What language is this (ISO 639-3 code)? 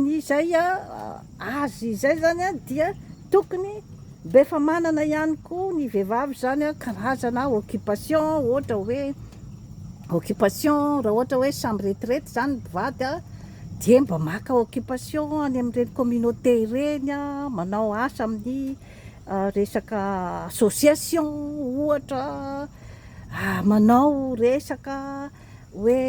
mlg